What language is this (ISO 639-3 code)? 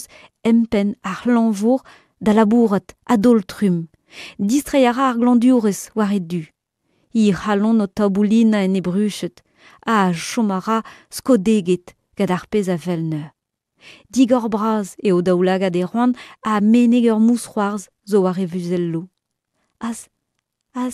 bre